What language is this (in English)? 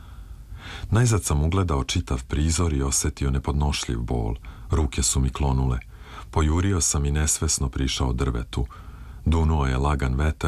Serbian